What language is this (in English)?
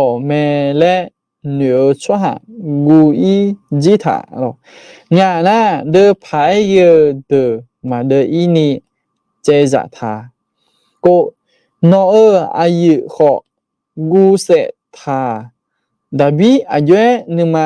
Akha